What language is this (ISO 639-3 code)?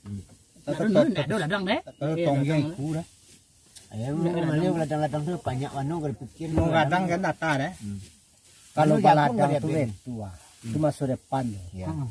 min